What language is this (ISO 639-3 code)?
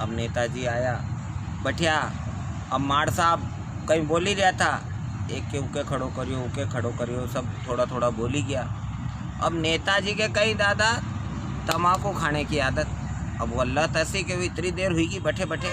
raj